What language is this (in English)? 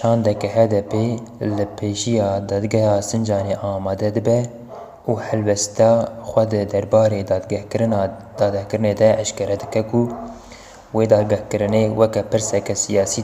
Kurdish